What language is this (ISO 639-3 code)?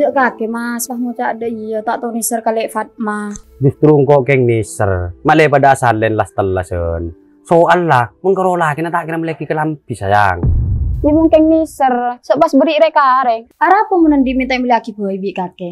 mad